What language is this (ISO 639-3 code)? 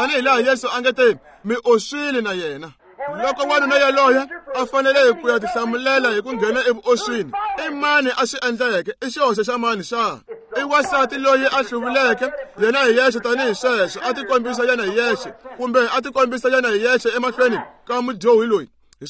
tso